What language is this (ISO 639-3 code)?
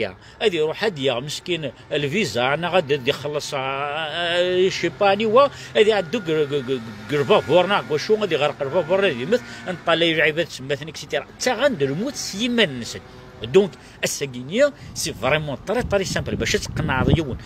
kab